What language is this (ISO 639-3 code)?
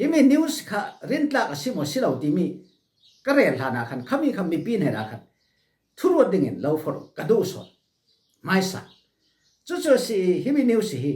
cfm